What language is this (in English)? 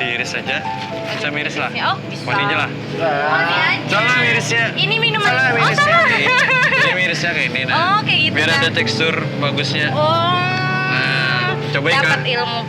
Banjar